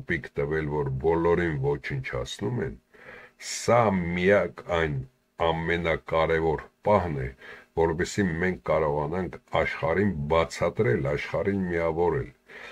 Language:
Armenian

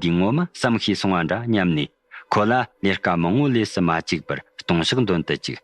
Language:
Tibetan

